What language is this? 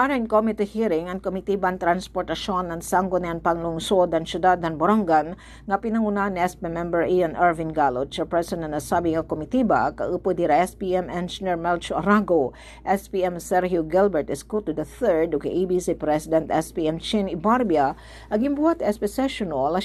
Waray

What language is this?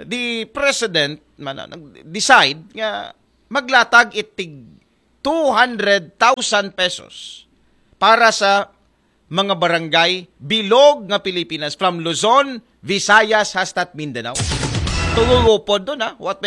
Aklanon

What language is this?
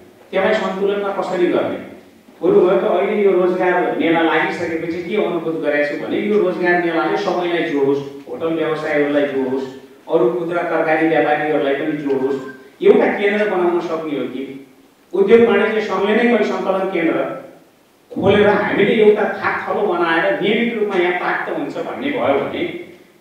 Nepali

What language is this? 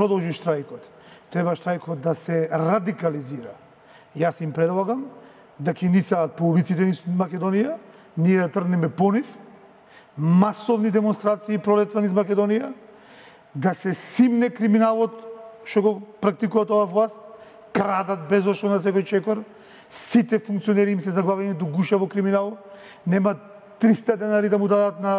Macedonian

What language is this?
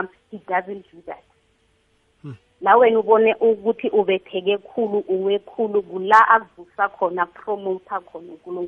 South Ndebele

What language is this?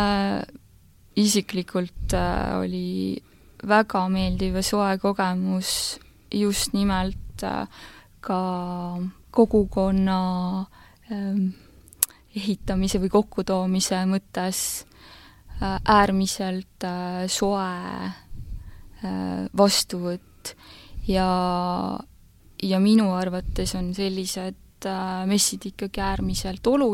Estonian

